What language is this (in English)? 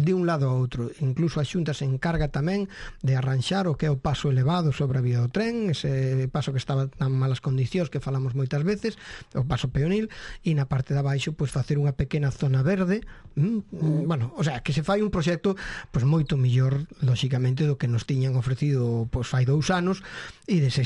Galician